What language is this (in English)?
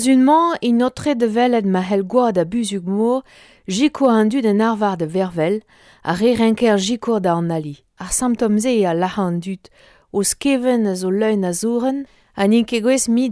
Breton